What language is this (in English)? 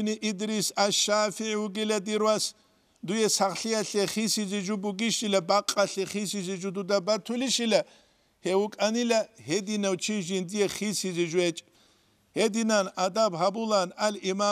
Avaric